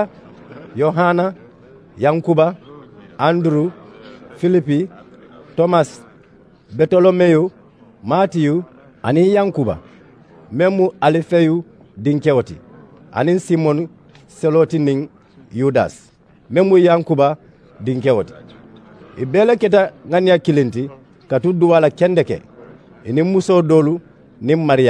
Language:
Mandingo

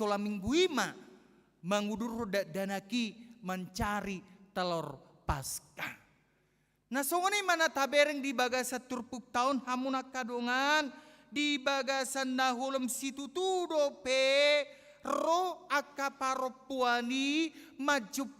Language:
Batak Toba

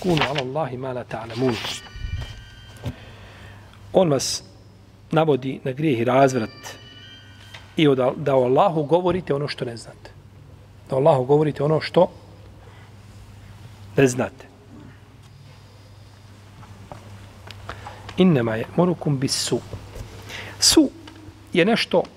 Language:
Bosnian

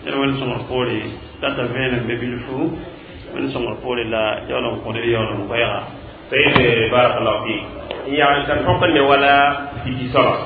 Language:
Mossi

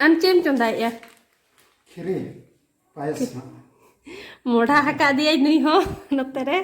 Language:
Santali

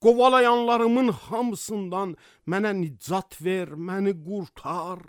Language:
Azerbaijani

